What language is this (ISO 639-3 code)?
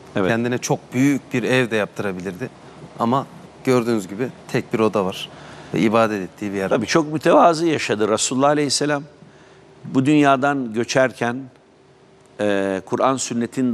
tur